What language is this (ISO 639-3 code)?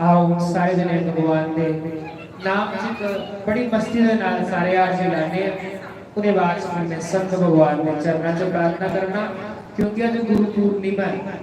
doi